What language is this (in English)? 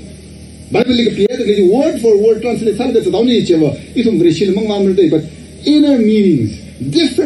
Tangkhul Naga (India)